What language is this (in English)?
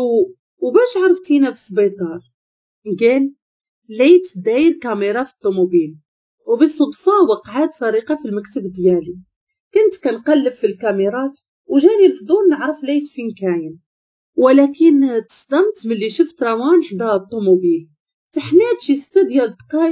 Moroccan Arabic